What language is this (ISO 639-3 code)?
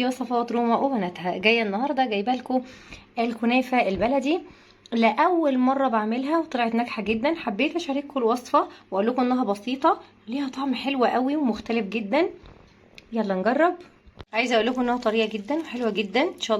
arz